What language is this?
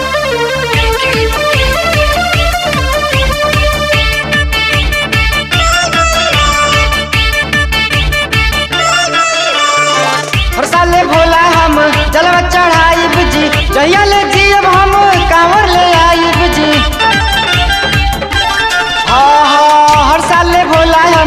Bhojpuri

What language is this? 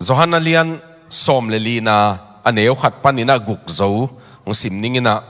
Tedim Chin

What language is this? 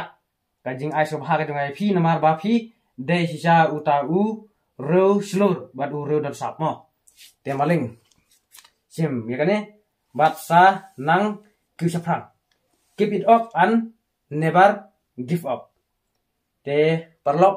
Khasi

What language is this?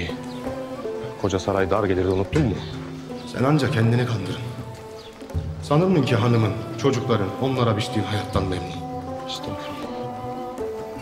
Turkish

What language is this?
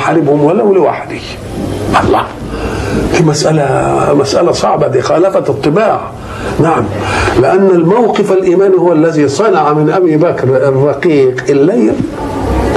Egyptian Arabic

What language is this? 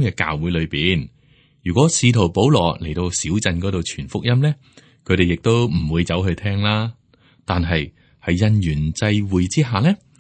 Cantonese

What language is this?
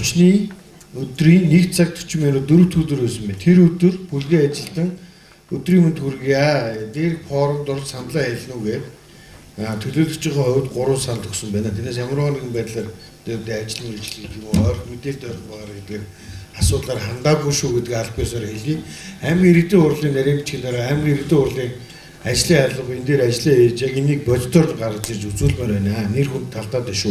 Mongolian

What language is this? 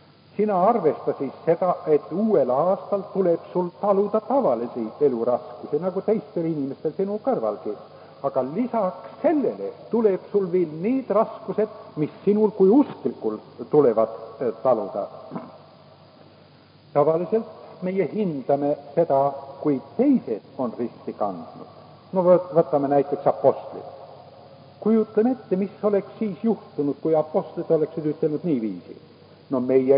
Estonian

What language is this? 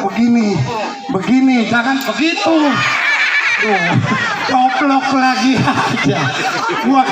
Betawi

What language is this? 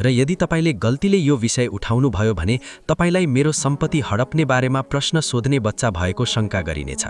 Nepali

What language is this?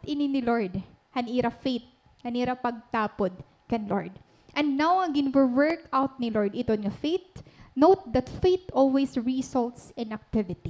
Waray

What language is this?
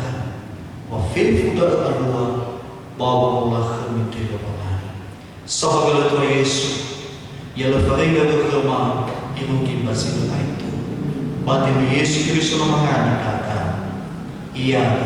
Nias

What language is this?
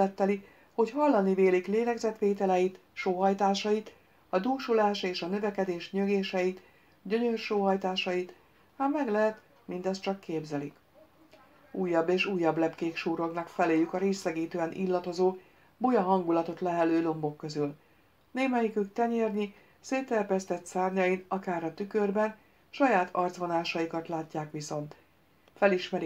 Hungarian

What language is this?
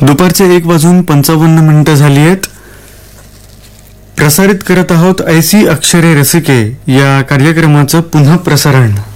Marathi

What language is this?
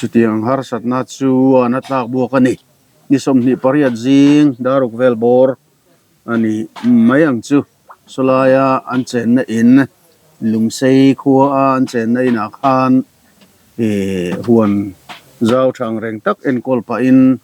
Mizo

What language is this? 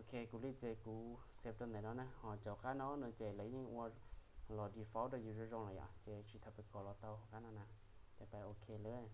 Hmong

